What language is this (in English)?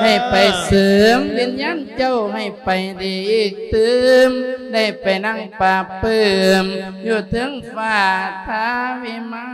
Lao